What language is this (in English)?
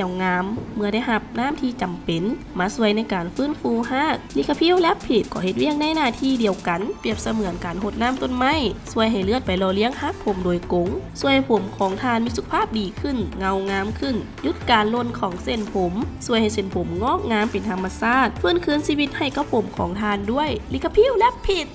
Lao